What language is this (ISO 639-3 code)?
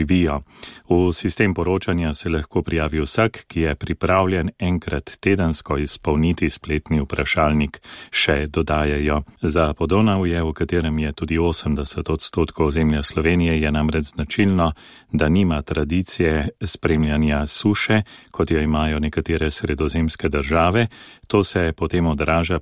slv